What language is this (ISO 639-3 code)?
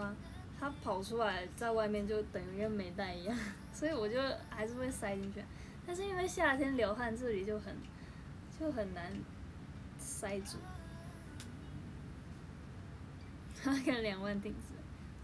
zho